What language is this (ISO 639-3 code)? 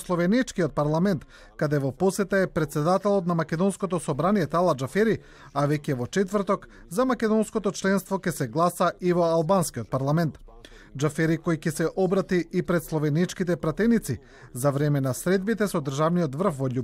mkd